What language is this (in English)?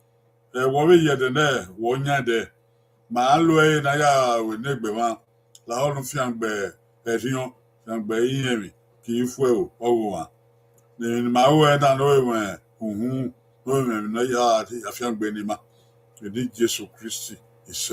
Bini